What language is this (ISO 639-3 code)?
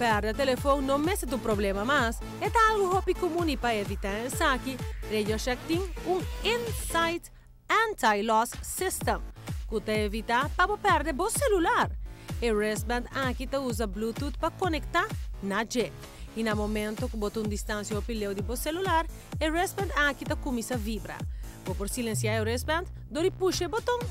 pap